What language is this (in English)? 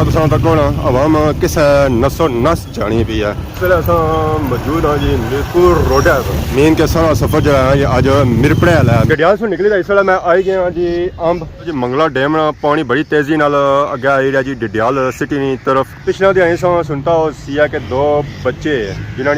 Pahari-Potwari